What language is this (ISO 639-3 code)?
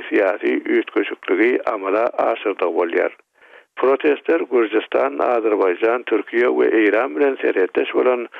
tuk